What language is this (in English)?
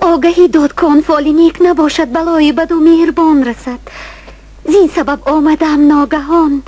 Tajik